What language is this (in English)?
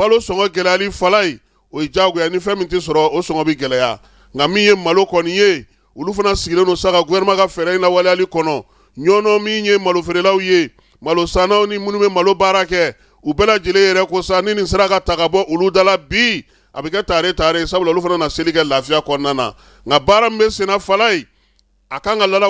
Bambara